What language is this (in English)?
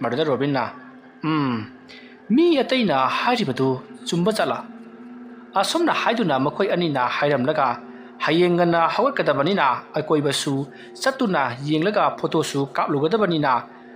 Manipuri